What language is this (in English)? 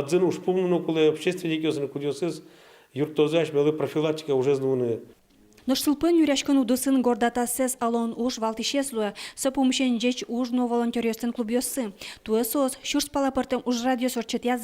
Udmurt